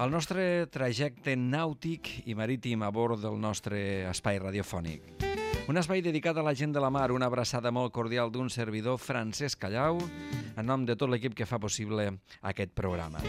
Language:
Catalan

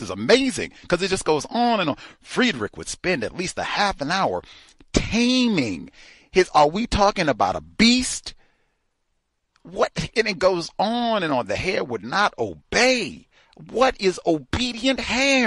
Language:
English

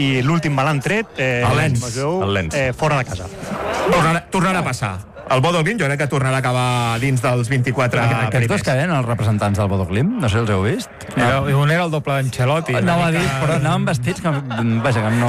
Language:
Catalan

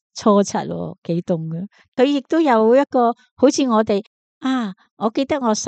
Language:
Cantonese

